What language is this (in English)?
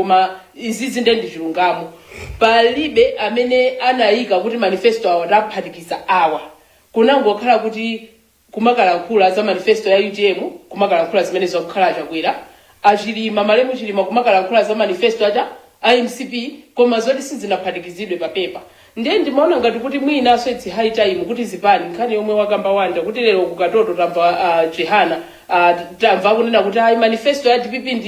Nyanja